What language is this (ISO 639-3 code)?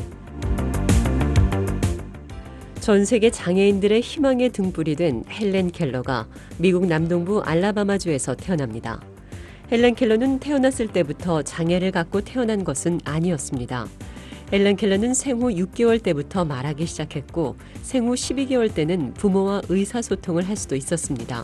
kor